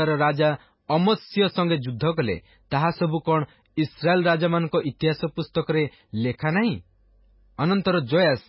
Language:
Odia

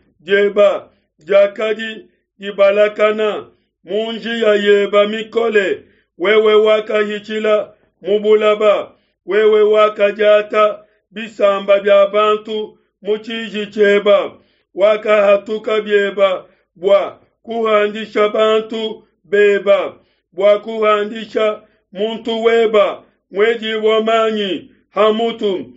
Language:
Luba-Lulua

